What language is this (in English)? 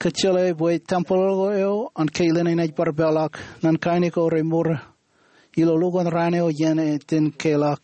Marshallese